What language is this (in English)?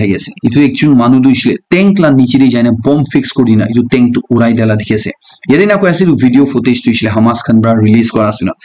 Naga Pidgin